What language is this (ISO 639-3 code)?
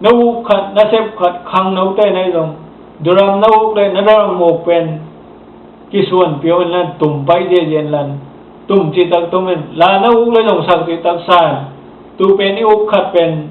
ctd